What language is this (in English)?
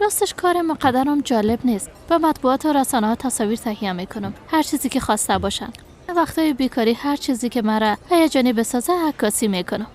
Persian